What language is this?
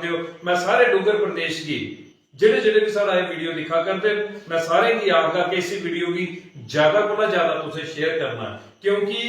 Dogri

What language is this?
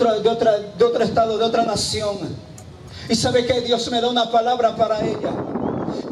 Spanish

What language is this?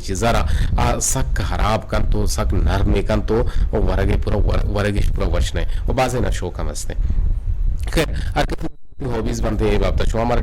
Eastern Balochi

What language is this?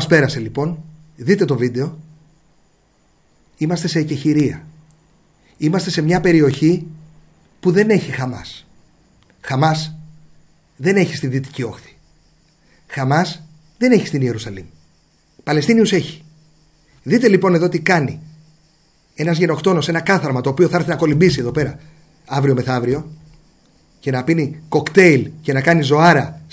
Greek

